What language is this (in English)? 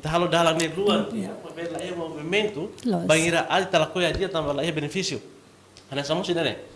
Tetum